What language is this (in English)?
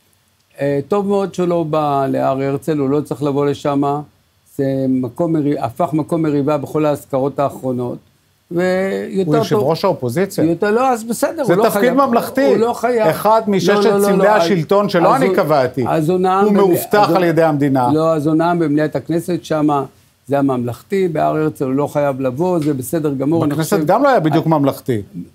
Hebrew